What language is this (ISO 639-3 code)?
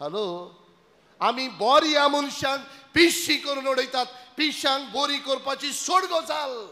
kok